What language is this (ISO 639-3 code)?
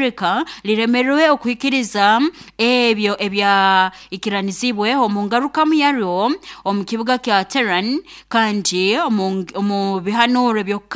nyo